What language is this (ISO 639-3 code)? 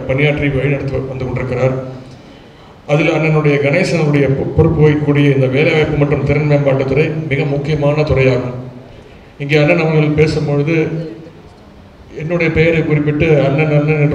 tam